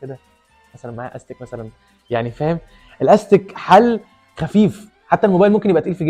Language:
Egyptian Arabic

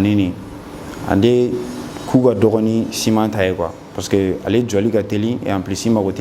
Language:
Bambara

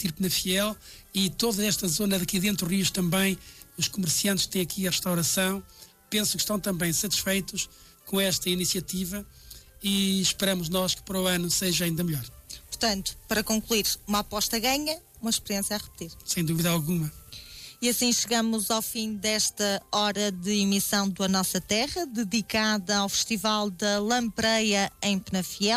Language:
Portuguese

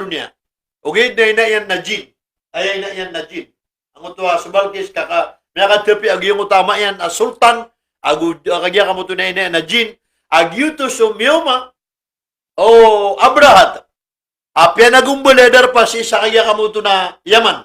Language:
Maranao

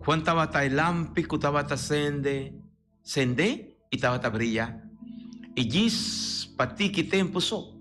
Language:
Papiamento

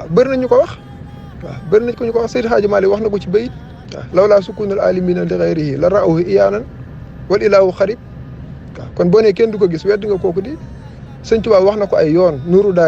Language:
Wolof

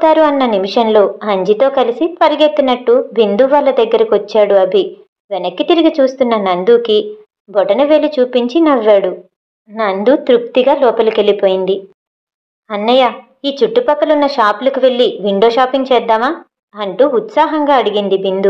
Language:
Telugu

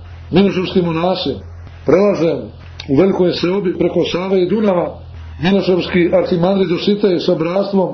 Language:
Serbian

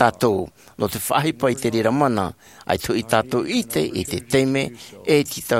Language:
Tahitian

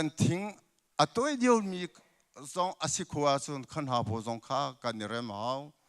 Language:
Hakha Chin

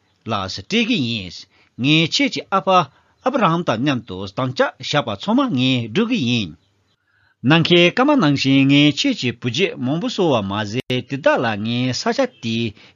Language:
Tibetan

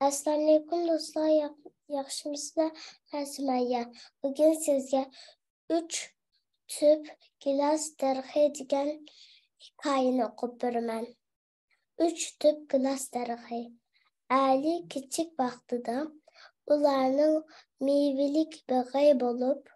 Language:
Uyghur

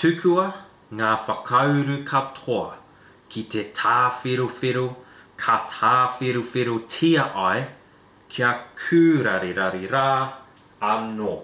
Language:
Māori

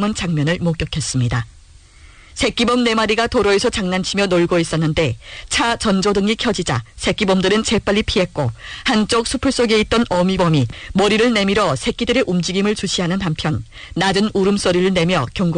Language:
Korean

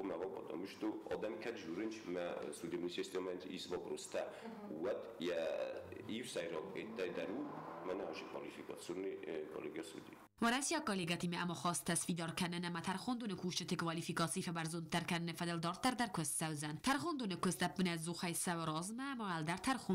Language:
Ossetic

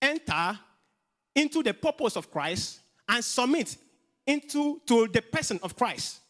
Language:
English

